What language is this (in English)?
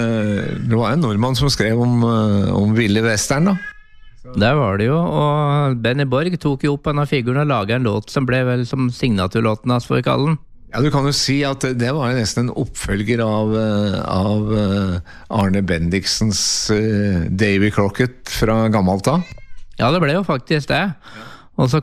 Norwegian